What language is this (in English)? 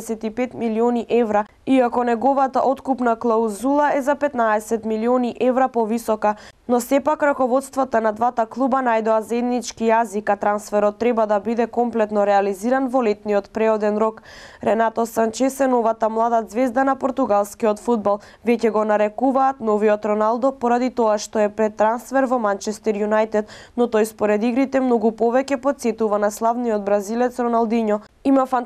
Macedonian